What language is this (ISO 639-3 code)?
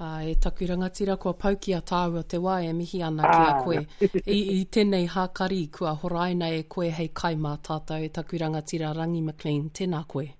mri